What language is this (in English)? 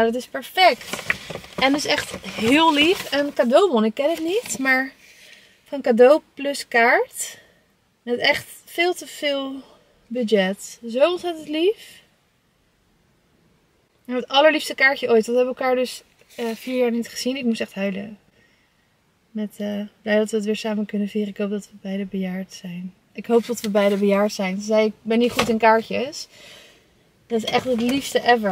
Dutch